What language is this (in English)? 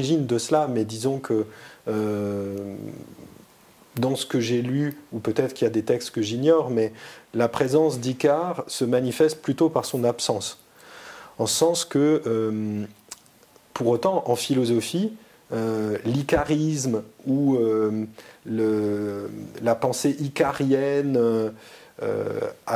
French